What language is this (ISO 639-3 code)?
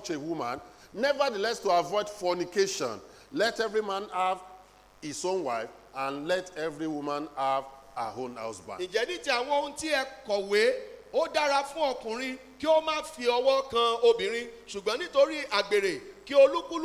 yor